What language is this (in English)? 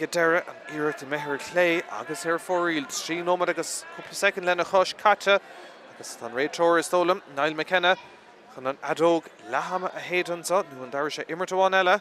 Irish